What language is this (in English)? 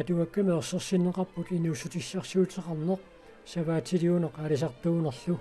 Kalaallisut